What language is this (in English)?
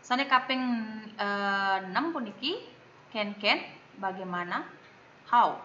Balinese